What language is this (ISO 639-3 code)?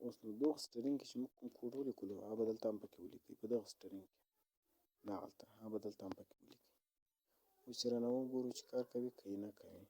pus